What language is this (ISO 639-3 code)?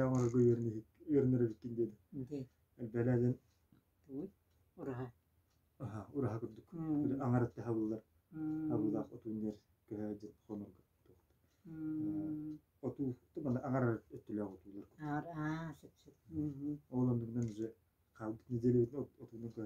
sah